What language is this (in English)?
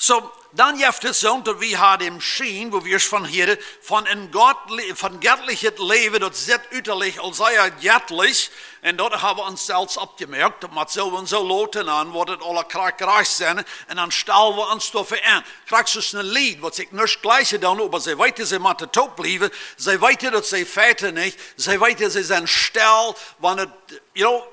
Plautdietsch